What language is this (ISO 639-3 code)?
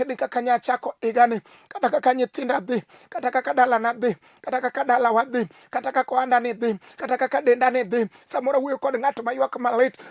luo